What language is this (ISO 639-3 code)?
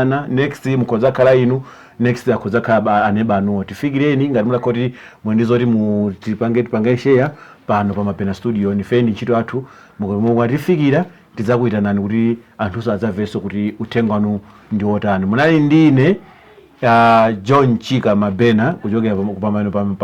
nya